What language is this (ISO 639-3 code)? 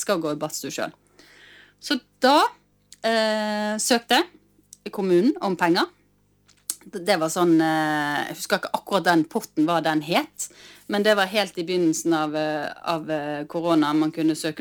nor